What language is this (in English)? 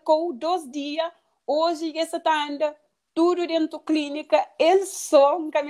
Kabuverdianu